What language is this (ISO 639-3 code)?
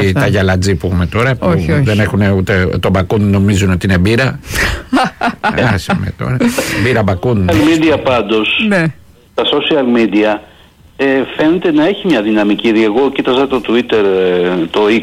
ell